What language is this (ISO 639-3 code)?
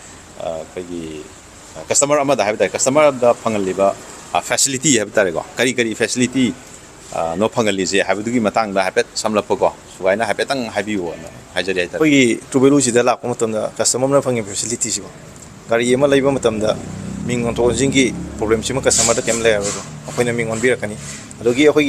mni